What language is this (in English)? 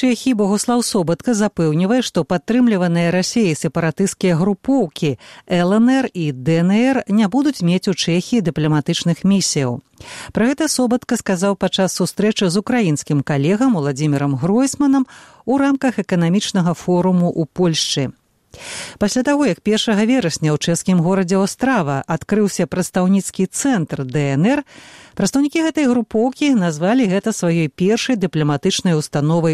Belarusian